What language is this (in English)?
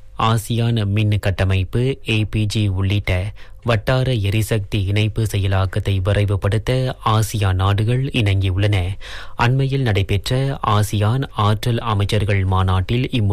Tamil